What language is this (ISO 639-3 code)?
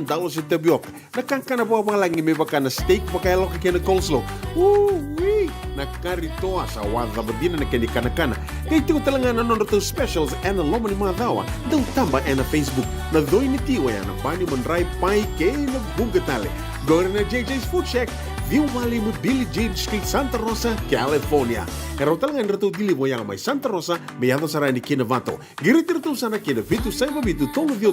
fij